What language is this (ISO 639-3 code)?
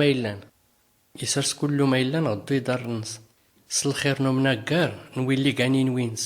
shi